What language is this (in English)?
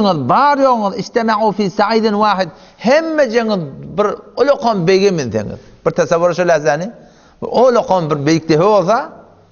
Turkmen